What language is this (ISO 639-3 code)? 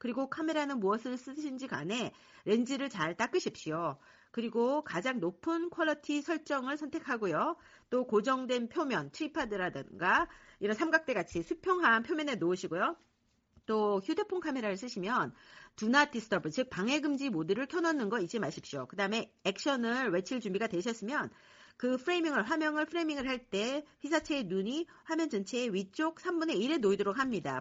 kor